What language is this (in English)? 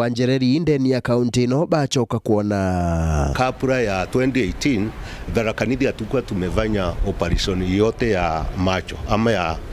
Meru